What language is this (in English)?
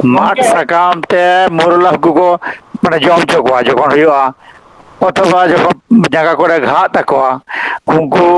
Santali